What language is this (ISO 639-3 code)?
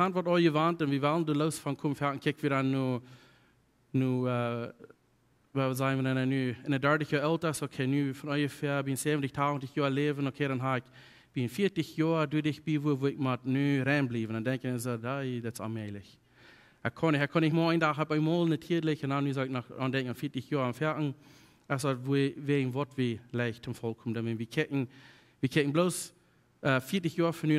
pdt